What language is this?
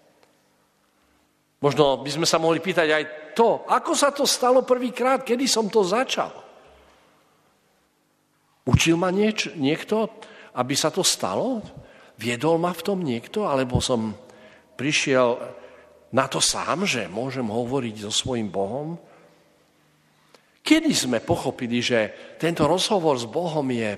Slovak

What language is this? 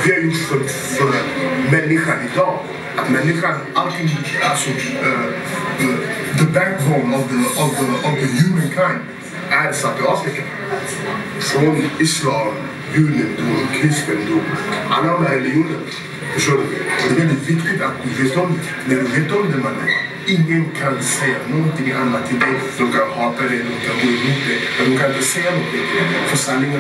Swedish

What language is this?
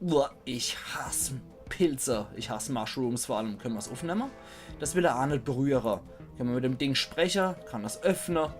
Palatine German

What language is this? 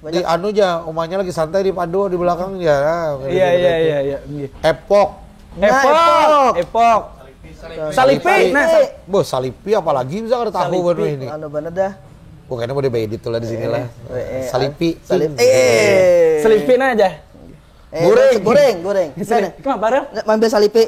Banjar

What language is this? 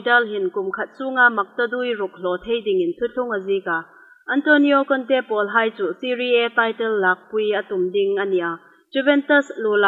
Hmar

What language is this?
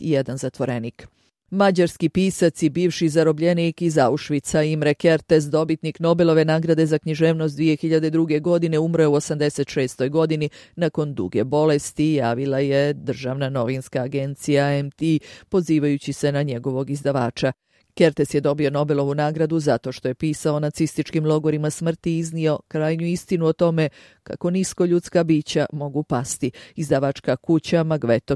Bosnian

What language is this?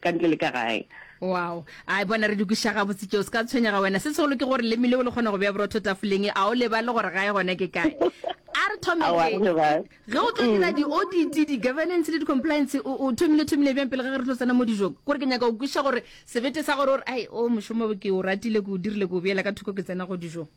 Northern Sotho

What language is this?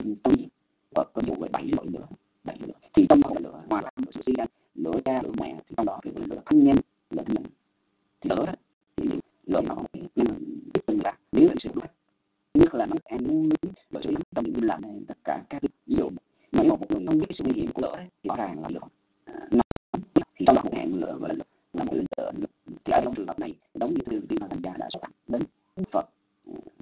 Vietnamese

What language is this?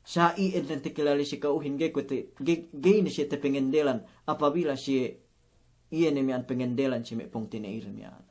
Yakan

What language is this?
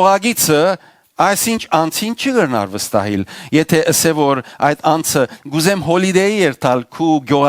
Western Armenian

